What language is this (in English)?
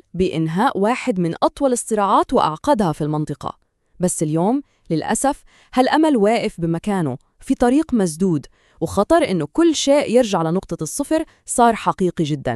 North Levantine Arabic